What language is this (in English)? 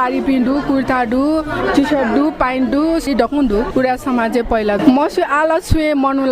Newari